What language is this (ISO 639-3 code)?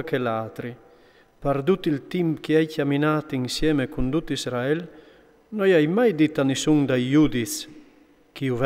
fur